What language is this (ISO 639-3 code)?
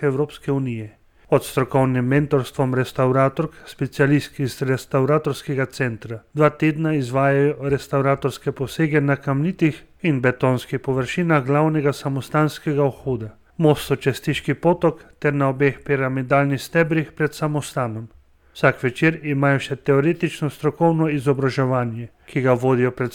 slv